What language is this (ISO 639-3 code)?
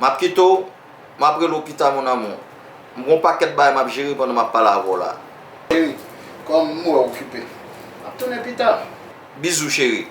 hat